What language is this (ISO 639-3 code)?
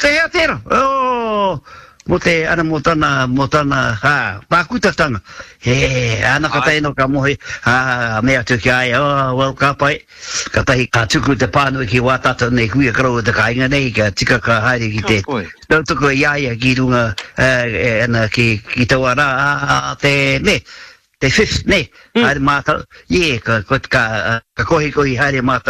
mri